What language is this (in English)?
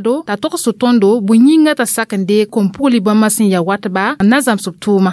Mossi